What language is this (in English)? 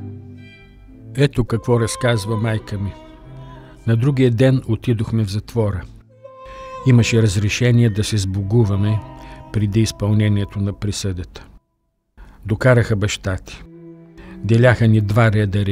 Bulgarian